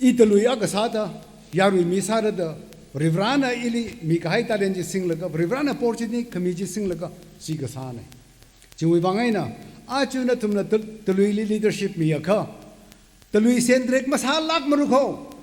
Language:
Tangkhul Naga (India)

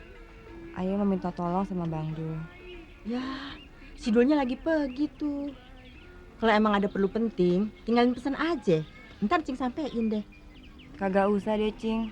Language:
Betawi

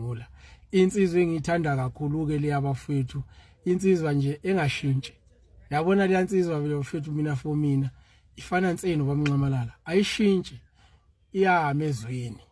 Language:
Zulu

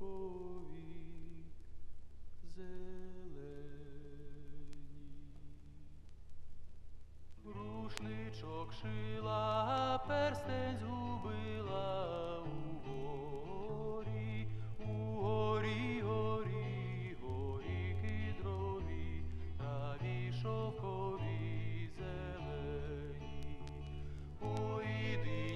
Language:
Ukrainian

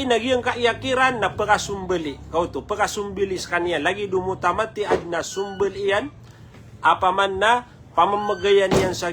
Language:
Maranao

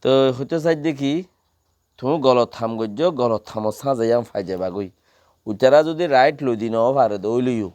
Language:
Rohingya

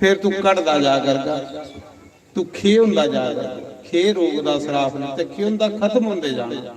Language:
Dogri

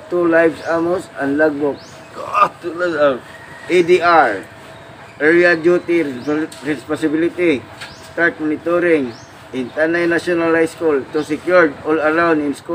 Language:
Cebuano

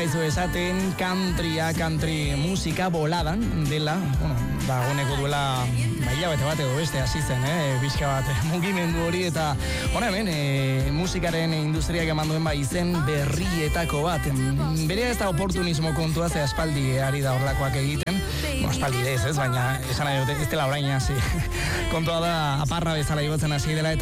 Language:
Basque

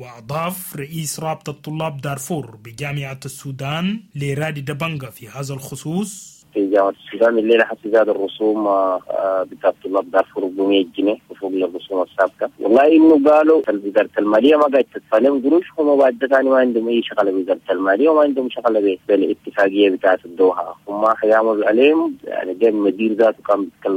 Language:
Sudanese Arabic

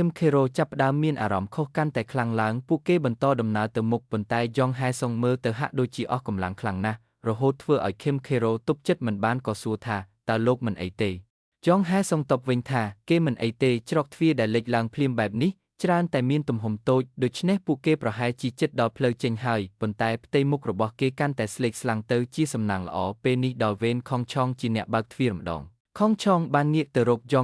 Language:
Khmer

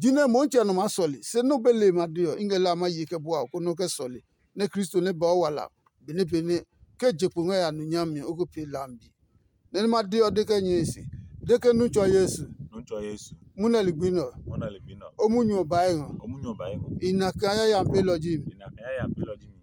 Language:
Adangme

